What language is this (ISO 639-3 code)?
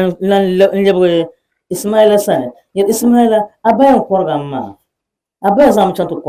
dag